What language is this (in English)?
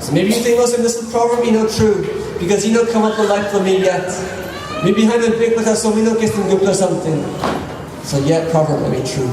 Tok Pisin